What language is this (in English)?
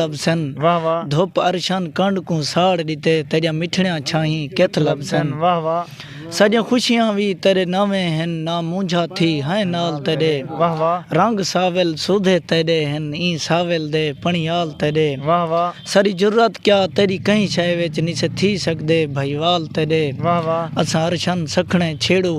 Saraiki